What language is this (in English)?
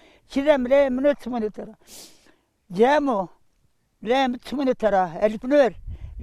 Zaza